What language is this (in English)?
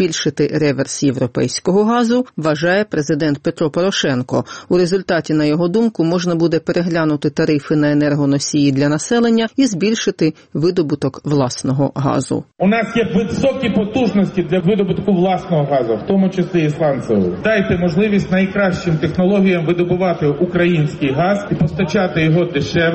Ukrainian